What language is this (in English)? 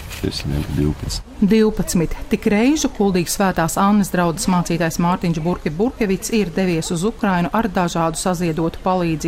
Latvian